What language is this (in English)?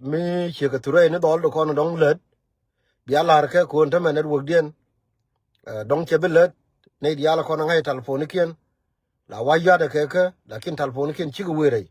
Nuer